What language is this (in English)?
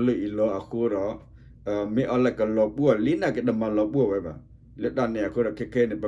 S'gaw Karen